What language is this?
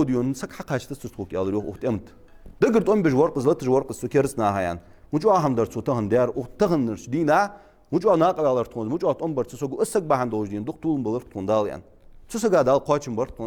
Ingush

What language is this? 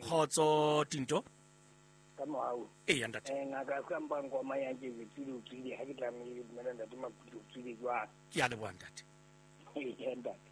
Southern Sotho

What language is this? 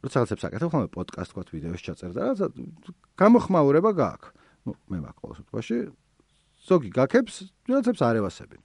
Georgian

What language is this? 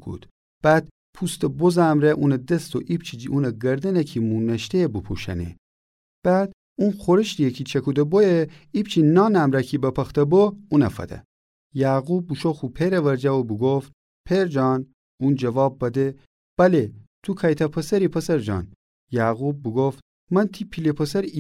Gilaki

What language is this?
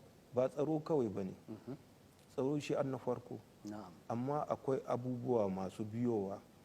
Hausa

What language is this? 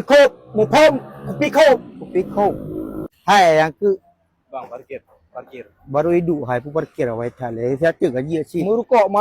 Achinese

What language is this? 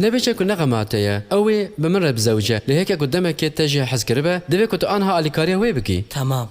Kurdish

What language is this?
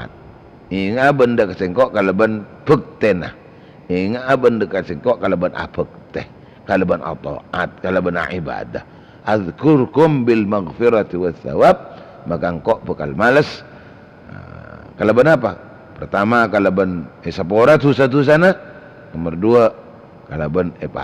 Madurese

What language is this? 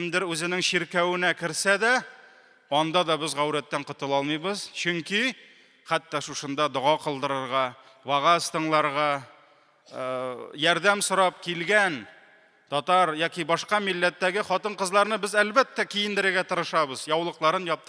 Tatar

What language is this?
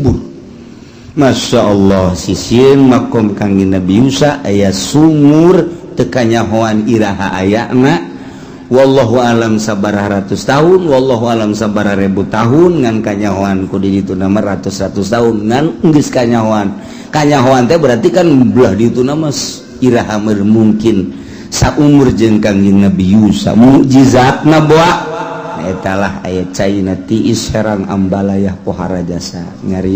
Sundanese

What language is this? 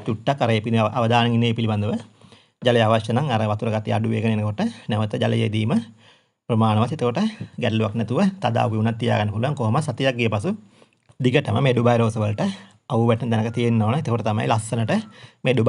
Sinhala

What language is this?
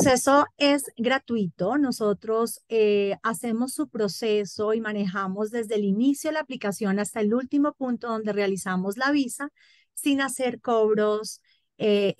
Spanish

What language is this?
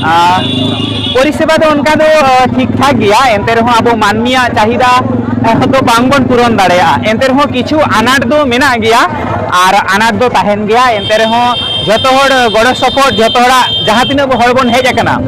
Santali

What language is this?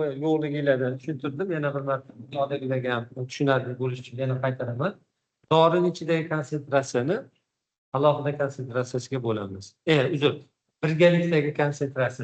Uzbek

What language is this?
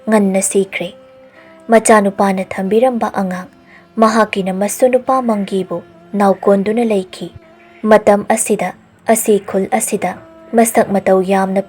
Manipuri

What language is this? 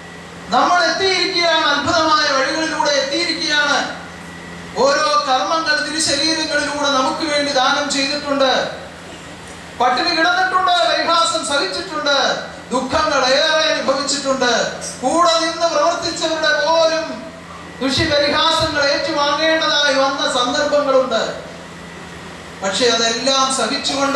Malayalam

